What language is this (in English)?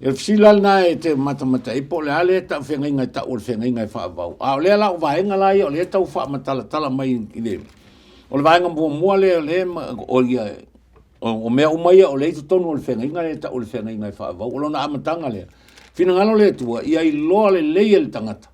Samoan